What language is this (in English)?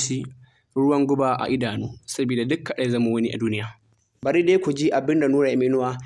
Hausa